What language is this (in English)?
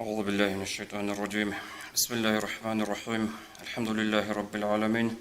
Avaric